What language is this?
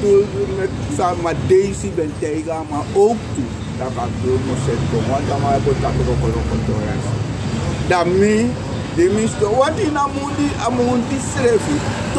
Sranan Tongo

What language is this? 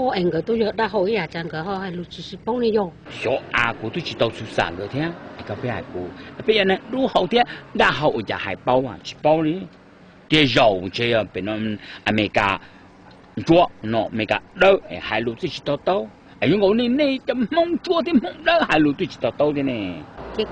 Hmong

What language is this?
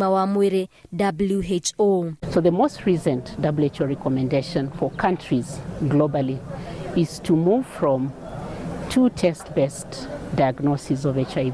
Kikuyu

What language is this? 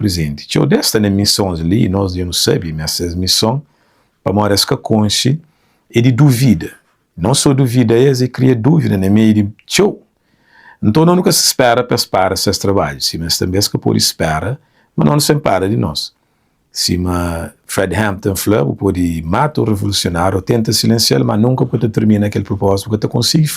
Kabuverdianu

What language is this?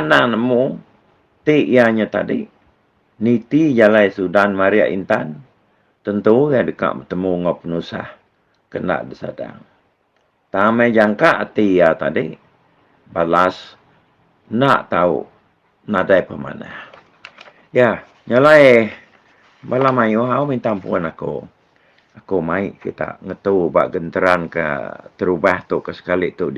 Iban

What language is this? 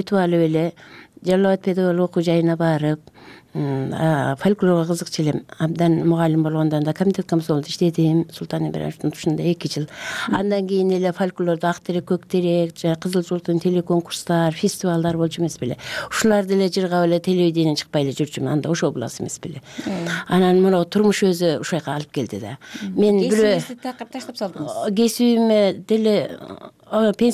Kyrgyz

